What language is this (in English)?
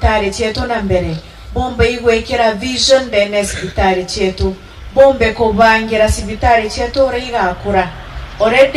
Meru